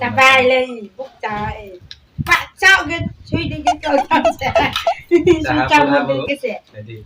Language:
Riang (India)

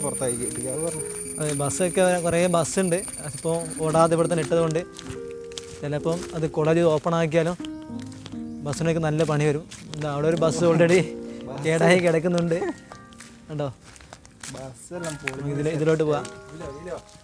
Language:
Malayalam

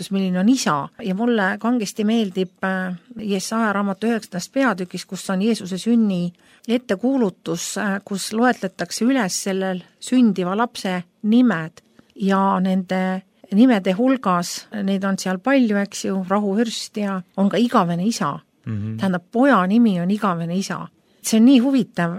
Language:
Estonian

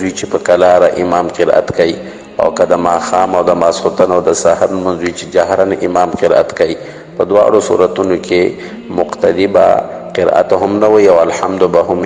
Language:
Pashto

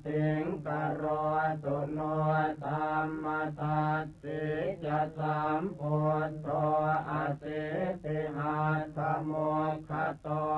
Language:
Pali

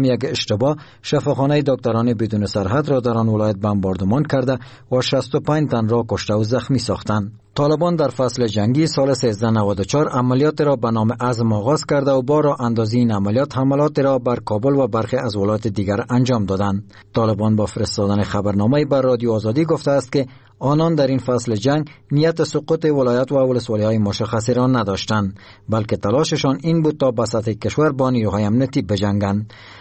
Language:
Persian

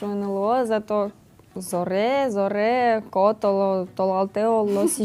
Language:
Udmurt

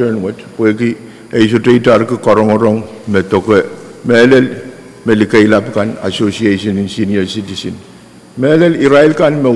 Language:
Pohnpeian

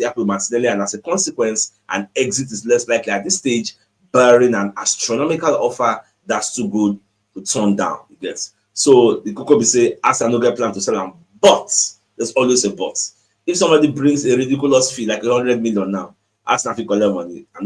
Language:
Nigerian Pidgin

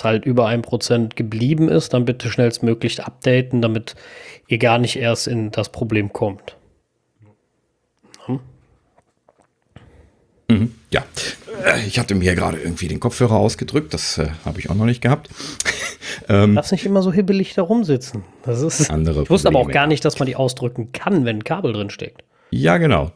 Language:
German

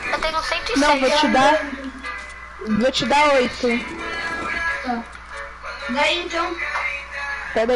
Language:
Portuguese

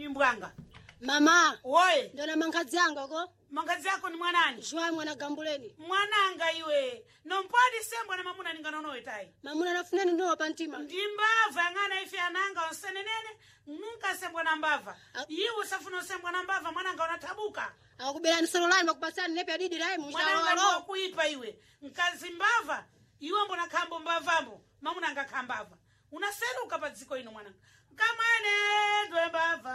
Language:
Sena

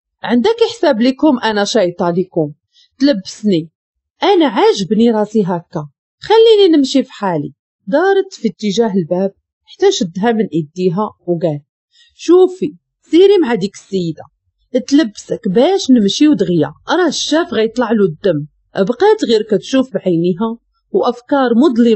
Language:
Moroccan Arabic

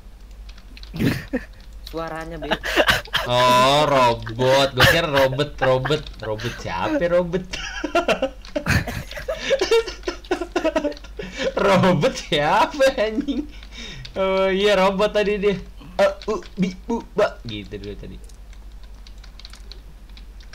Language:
Indonesian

